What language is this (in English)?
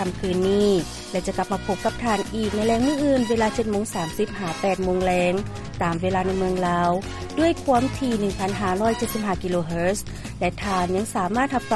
Lao